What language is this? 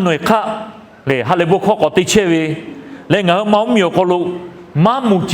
Lahu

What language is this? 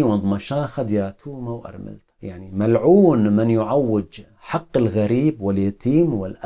Assyrian Neo-Aramaic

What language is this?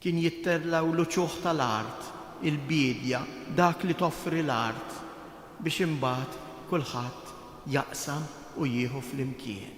Maltese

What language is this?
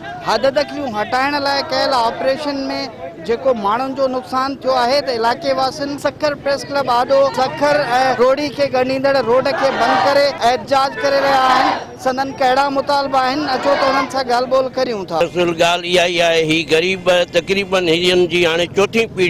Sindhi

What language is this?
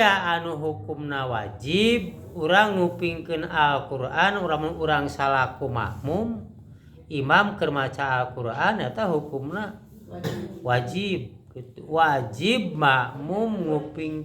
Sundanese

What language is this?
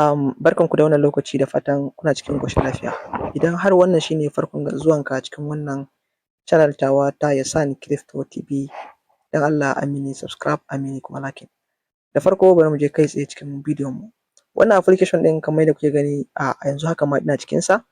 Hausa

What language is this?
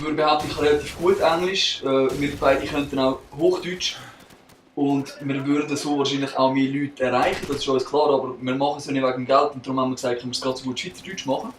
Swiss German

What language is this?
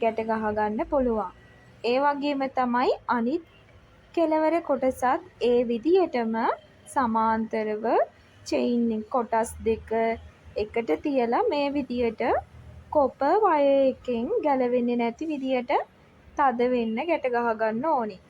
Sinhala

